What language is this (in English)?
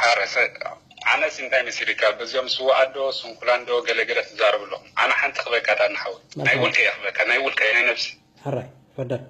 Tigrinya